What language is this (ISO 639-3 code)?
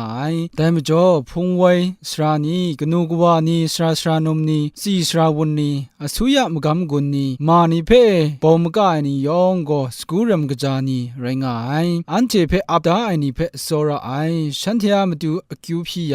kac